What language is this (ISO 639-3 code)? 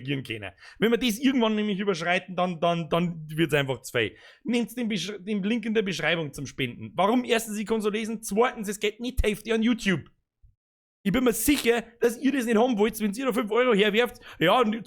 bar